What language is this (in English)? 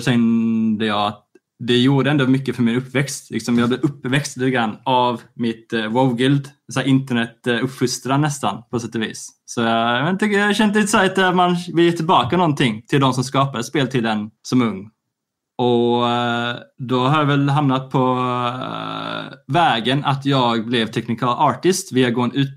Swedish